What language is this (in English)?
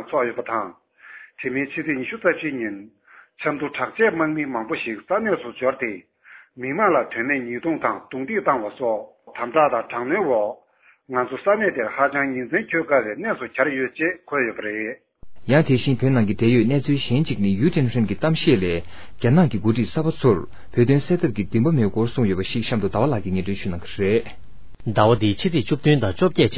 Tibetan